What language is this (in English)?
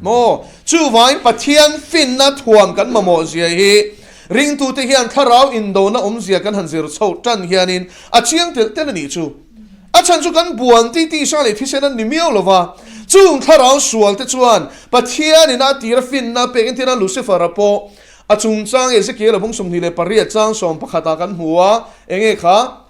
Mizo